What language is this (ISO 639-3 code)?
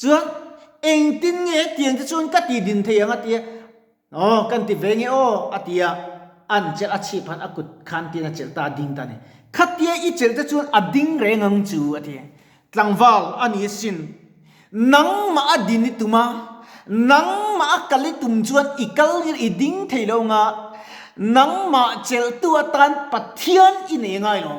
lus